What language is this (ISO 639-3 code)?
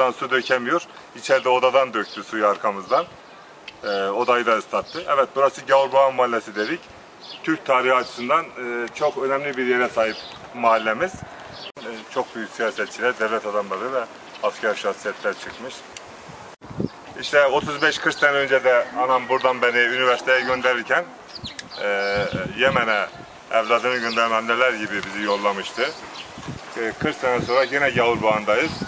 tur